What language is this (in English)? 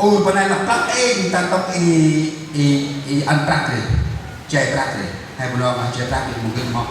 Central Mnong